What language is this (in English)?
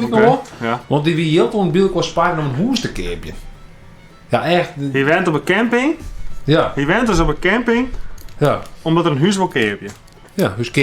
Western Frisian